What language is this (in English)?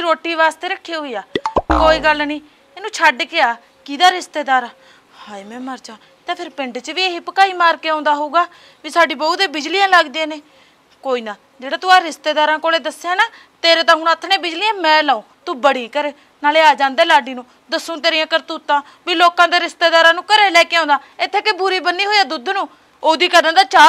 Punjabi